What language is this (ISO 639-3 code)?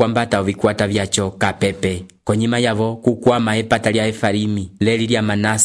umb